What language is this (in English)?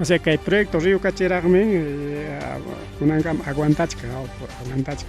Ayacucho Quechua